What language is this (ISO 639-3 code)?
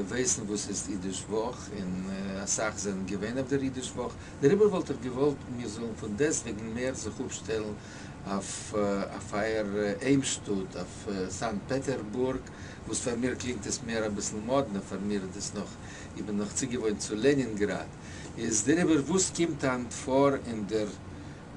yid